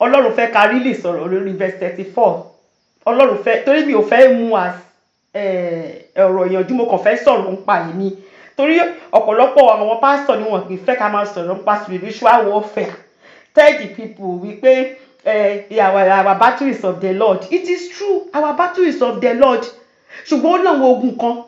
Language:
Yoruba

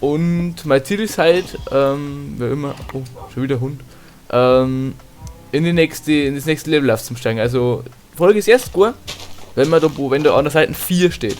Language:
Bavarian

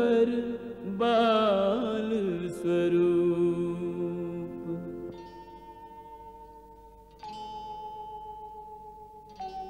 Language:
Hindi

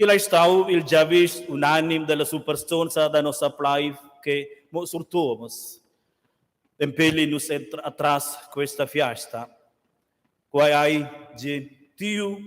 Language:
Romansh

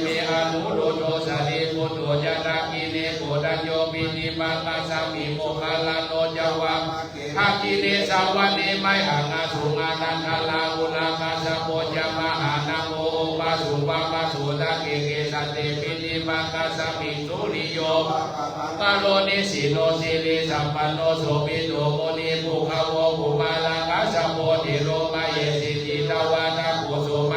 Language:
Pali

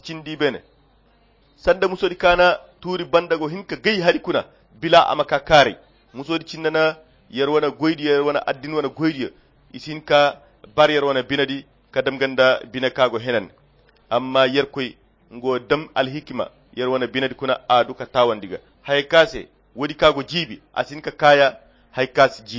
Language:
Koyra Chiini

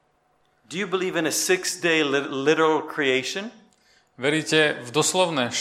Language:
Slovak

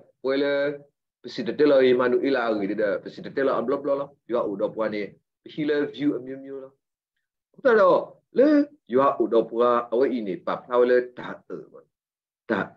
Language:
S'gaw Karen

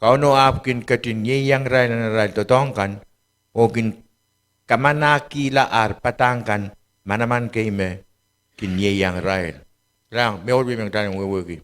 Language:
Pohnpeian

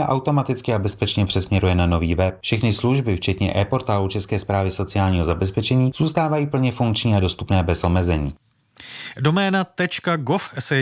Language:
Czech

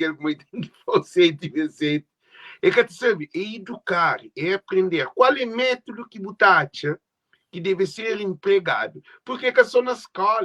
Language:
Kabuverdianu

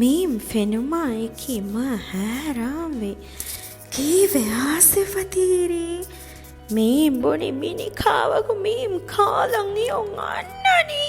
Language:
Divehi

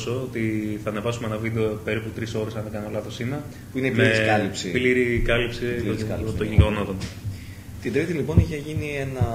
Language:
Greek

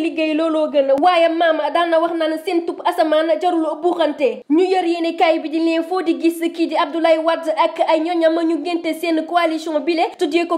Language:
Wolof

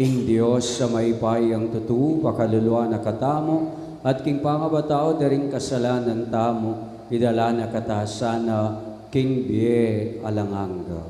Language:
Pampanga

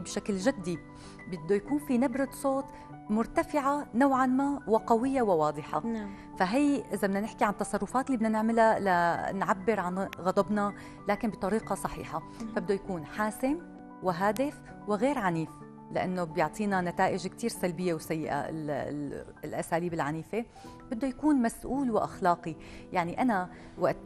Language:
North Levantine Arabic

